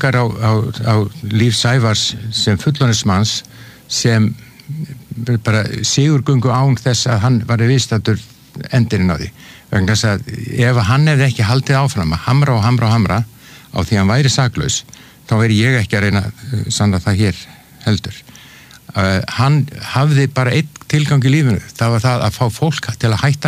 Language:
Icelandic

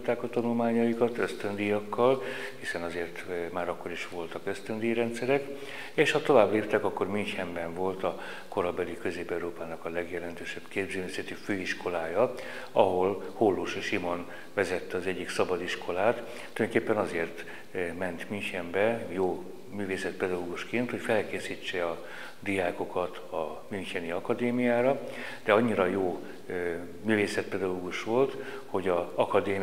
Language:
Hungarian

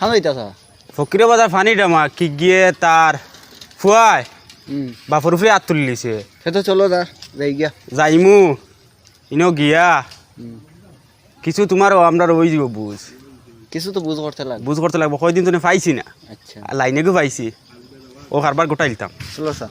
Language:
Sylheti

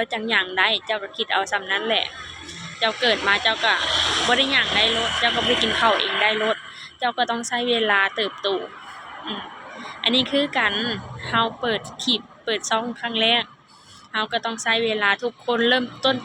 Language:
Lao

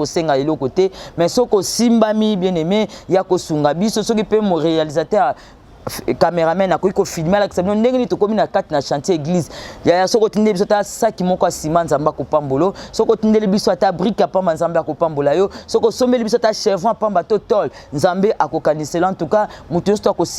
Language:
Lingala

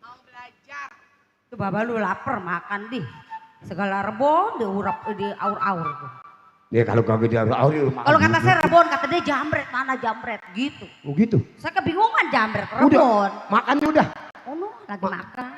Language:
Betawi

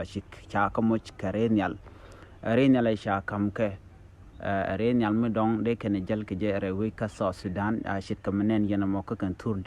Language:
Nuer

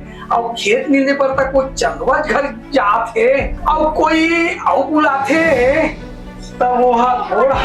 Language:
Chhattisgarhi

